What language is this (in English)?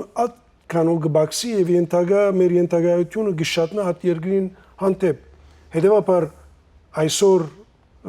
Western Armenian